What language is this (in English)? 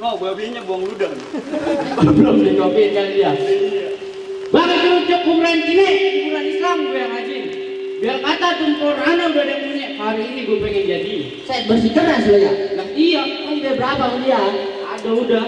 Betawi